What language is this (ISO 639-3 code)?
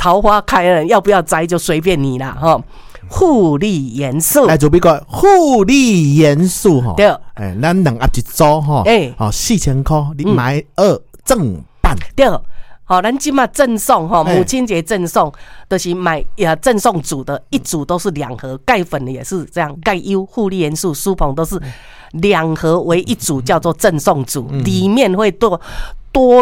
nan